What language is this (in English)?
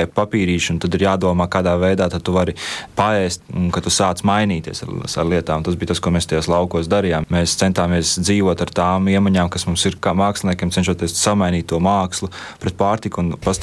Latvian